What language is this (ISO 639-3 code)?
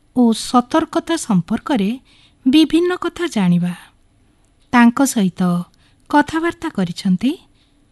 ori